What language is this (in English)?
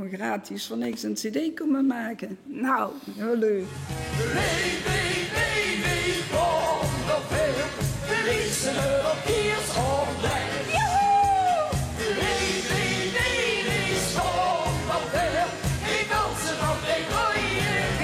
Limburgish